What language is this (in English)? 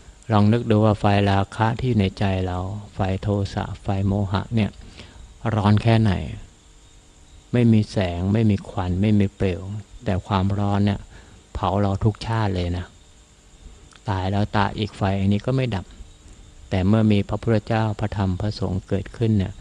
Thai